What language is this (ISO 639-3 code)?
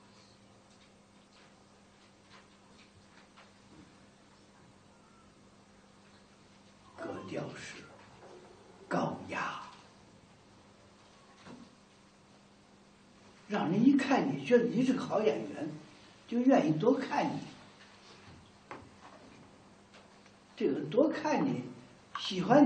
zho